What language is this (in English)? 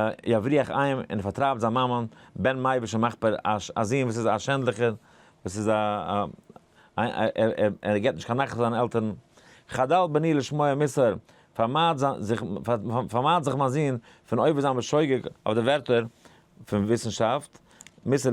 Yiddish